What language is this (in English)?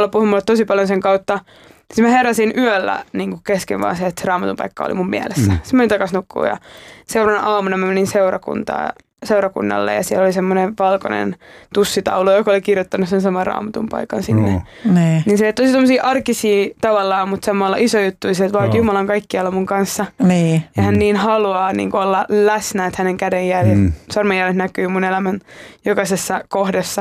Finnish